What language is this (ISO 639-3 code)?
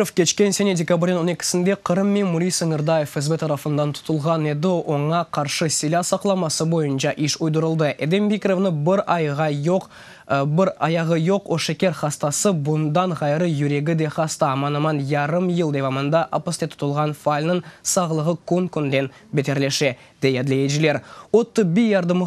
crh